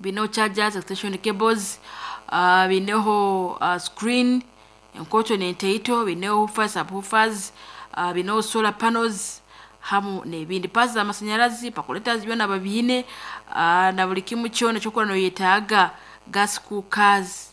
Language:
Nyankole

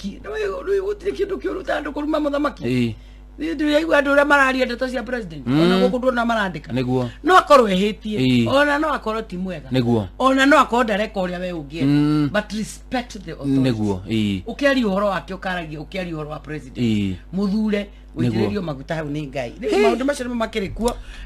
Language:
Kikuyu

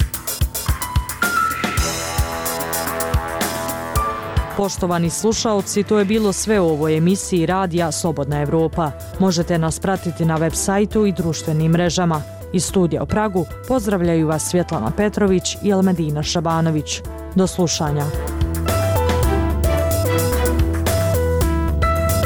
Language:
Bosnian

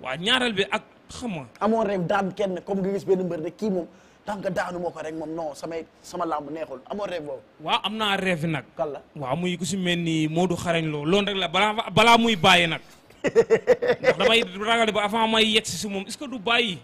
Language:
Wolof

